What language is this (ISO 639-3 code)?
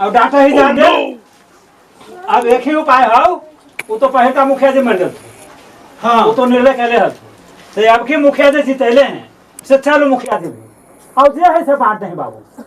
mag